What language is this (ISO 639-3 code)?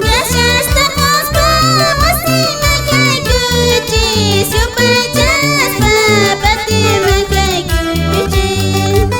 que